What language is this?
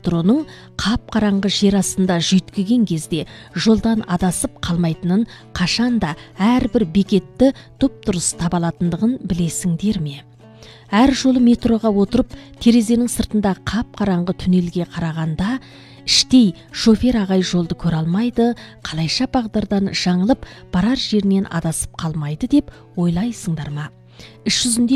Kazakh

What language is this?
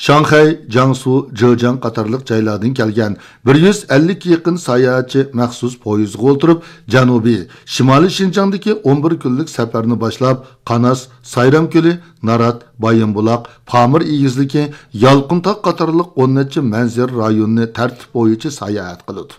Uyghur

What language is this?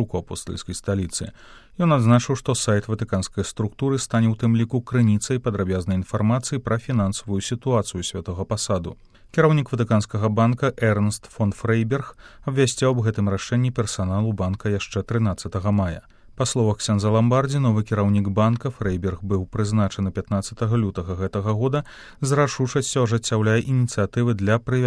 Belarusian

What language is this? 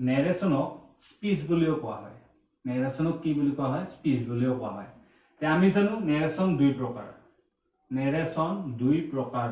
Assamese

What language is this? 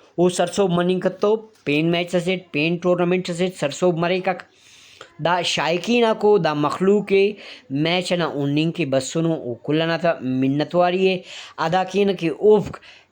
Brahui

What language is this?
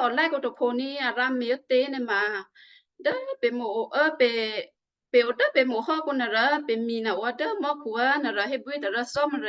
Western Kayah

